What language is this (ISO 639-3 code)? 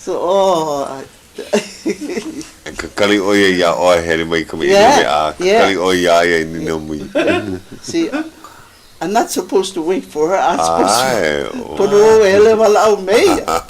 haw